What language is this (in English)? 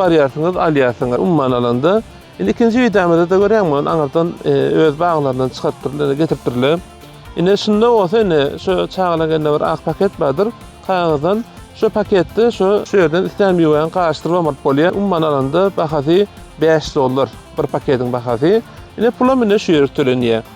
Turkmen